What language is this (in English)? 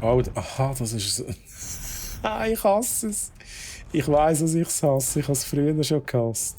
Swiss German